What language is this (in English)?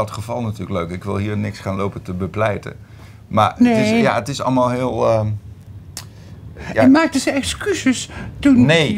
Dutch